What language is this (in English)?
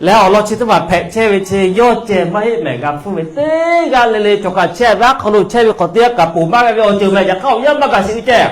Lahu